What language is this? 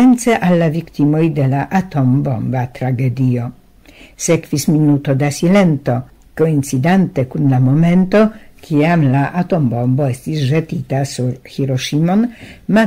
Esperanto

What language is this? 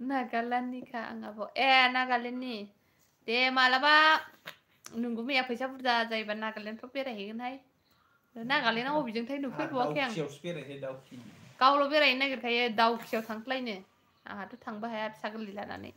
Bodo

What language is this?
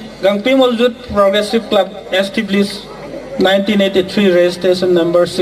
Gangte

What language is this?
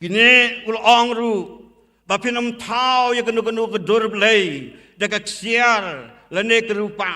Khasi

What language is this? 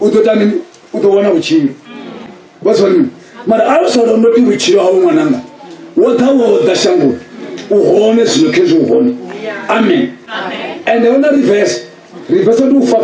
Venda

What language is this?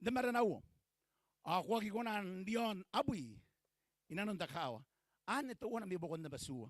Gilbertese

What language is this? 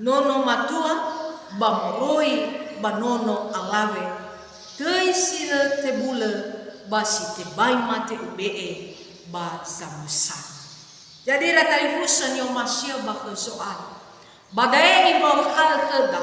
Nias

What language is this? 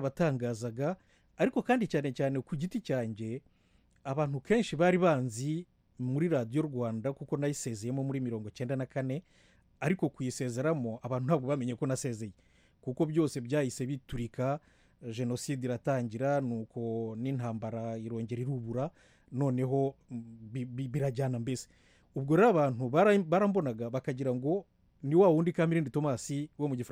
Kinyarwanda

